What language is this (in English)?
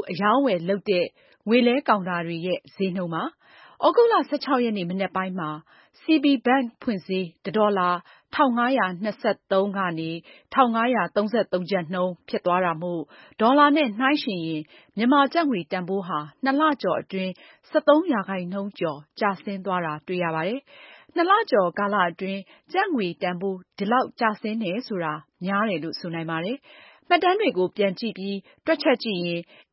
Burmese